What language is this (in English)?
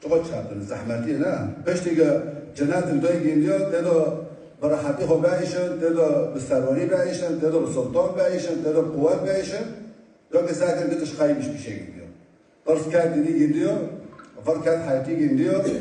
Kurdish